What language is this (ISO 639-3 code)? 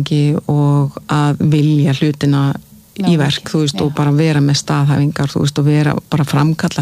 isl